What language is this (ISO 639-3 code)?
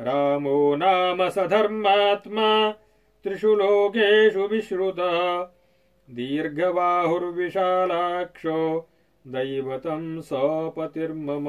san